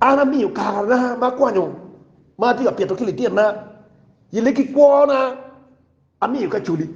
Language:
Acoli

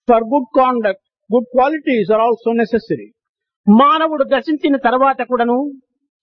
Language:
Telugu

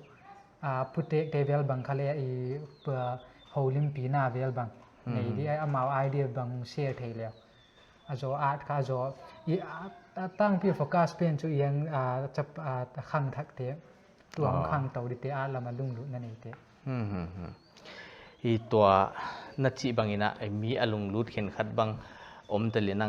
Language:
Paite Chin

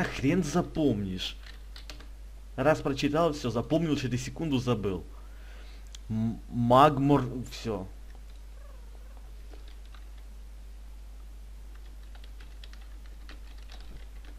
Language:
Russian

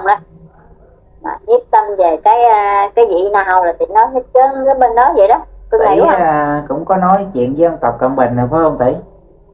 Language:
Vietnamese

